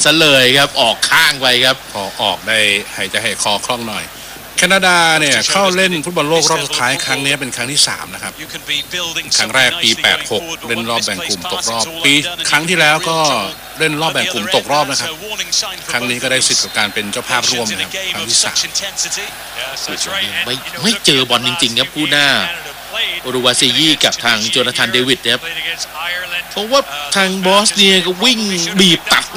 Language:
Thai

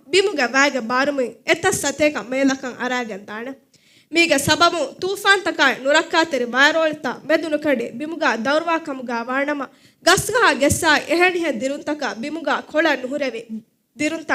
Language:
Divehi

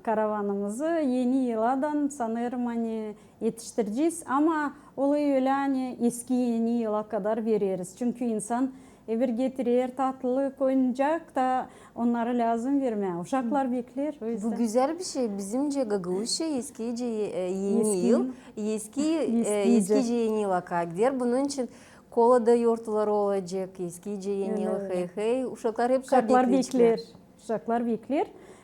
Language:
Gagauz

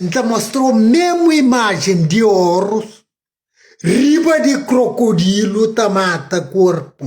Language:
Kabuverdianu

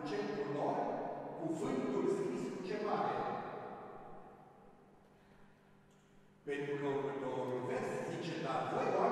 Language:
Romanian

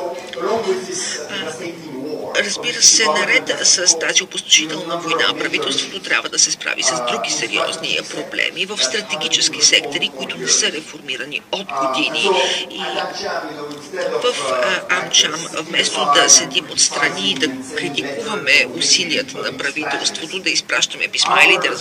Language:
Bulgarian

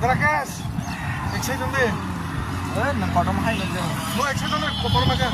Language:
Kok Borok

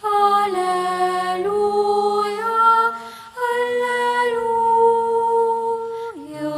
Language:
Pampanga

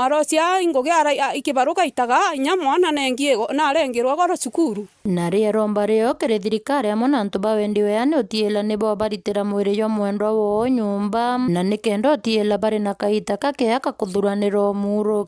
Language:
Meru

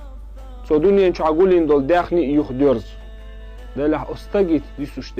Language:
Chechen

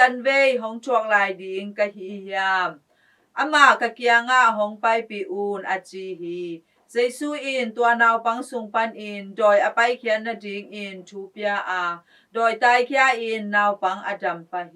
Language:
Tedim Chin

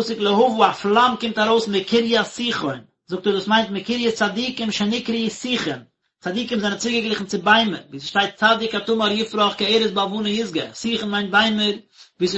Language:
Yiddish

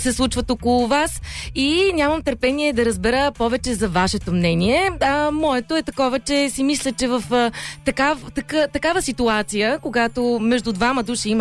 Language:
Bulgarian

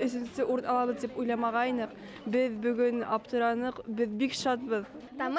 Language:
Bashkir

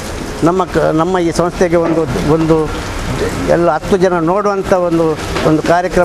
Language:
Kannada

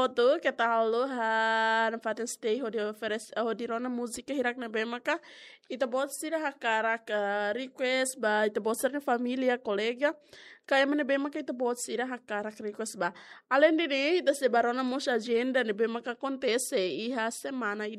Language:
Tetum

